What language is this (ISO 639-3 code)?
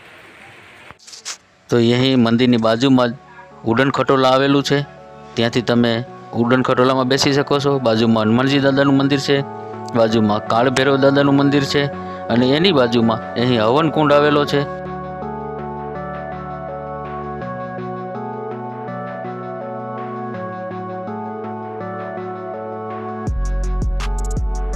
guj